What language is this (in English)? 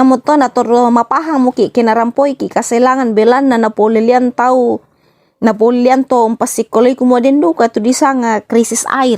Toraja-Sa'dan